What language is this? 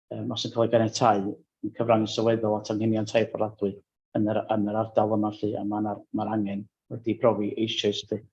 Welsh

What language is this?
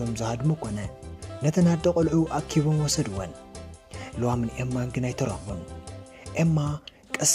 Tigrinya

